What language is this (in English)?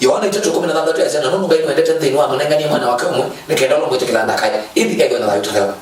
Kamba